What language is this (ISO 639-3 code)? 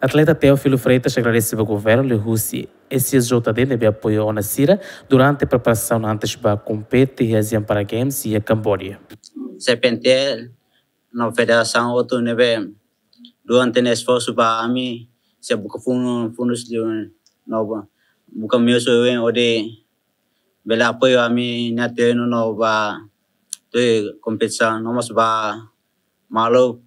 tet